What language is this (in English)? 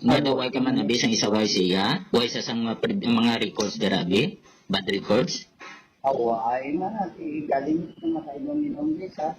Hiligaynon